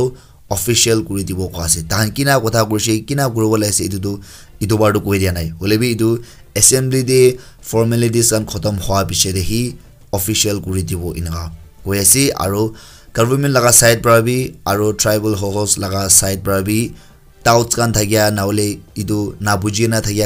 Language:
Naga Pidgin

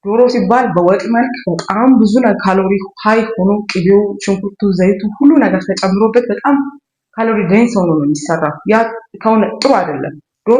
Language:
Amharic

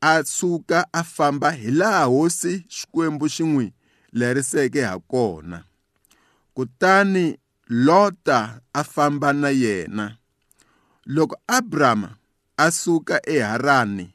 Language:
Tsonga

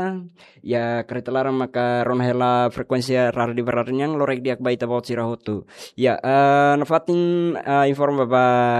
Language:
Tetum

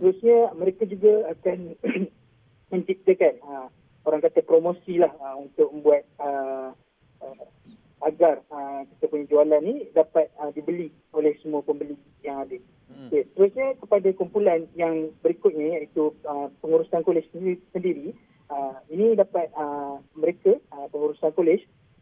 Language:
Malay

